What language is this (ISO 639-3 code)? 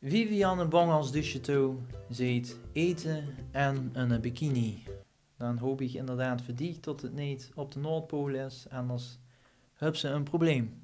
lim